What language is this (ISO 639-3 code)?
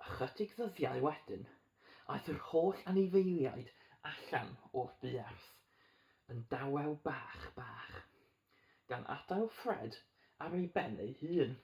cym